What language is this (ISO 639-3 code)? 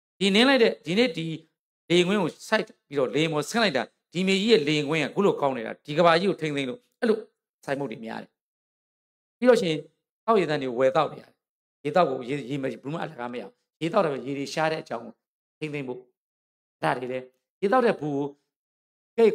mya